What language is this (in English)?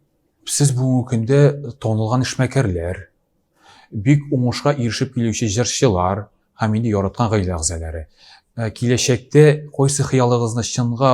Tatar